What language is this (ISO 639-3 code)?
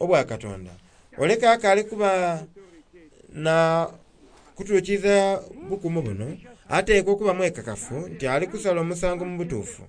xog